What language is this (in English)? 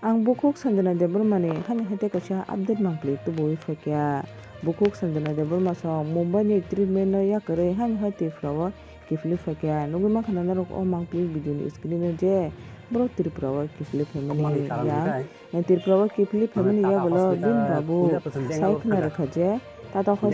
Kok Borok